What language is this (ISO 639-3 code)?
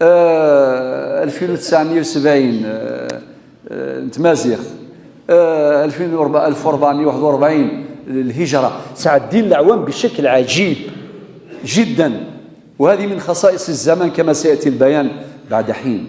kab